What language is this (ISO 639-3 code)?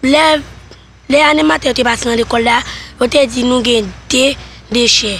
hat